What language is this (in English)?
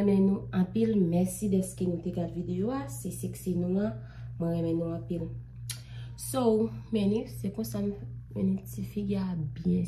Haitian Creole